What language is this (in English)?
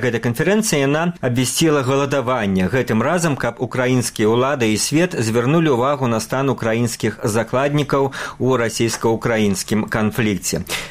Belarusian